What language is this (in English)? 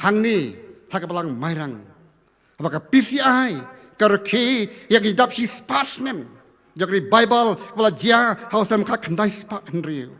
Khasi